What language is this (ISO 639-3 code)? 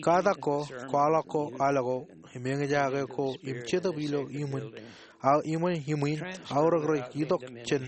mah